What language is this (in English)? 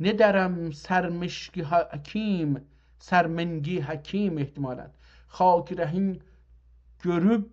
South Azerbaijani